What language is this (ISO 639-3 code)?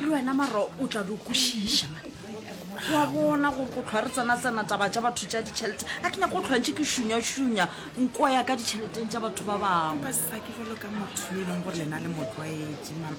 nso